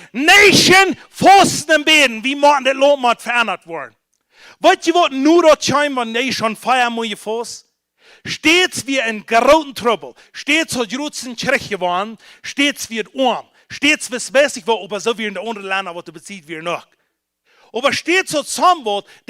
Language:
Plautdietsch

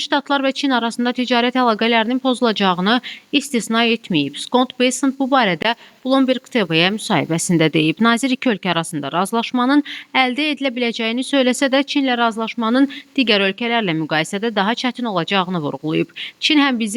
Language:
Azerbaijani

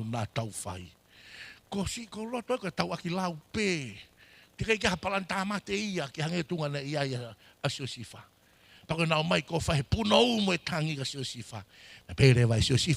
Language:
Tongan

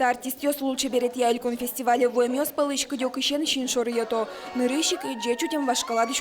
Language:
Udmurt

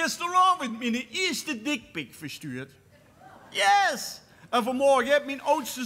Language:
Limburgish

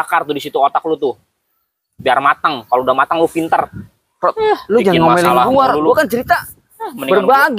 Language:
Betawi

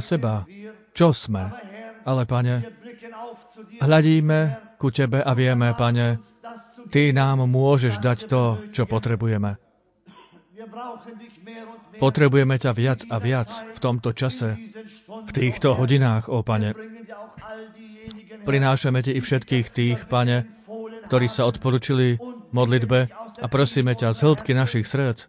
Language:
Slovak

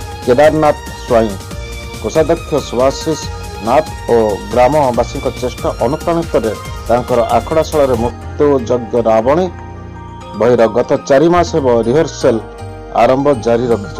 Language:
Odia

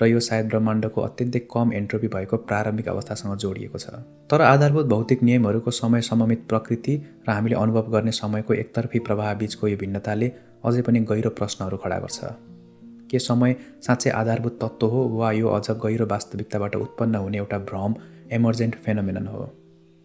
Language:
Nepali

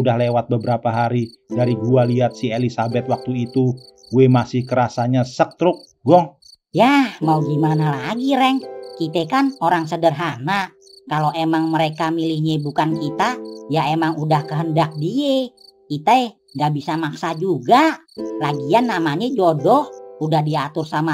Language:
Betawi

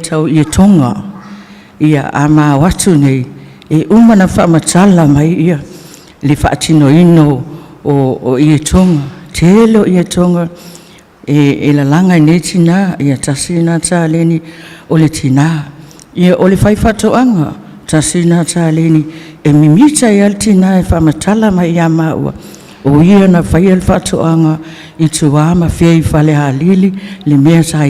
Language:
Samoan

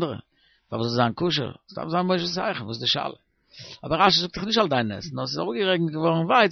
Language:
Yiddish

